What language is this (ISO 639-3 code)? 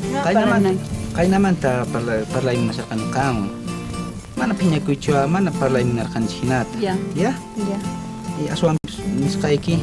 quh